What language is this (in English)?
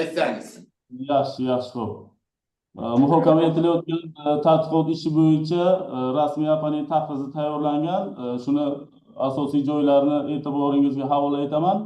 Uzbek